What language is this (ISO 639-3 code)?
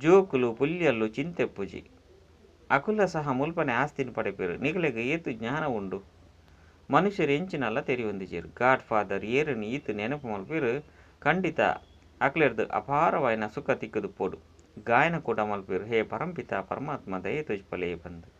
tcy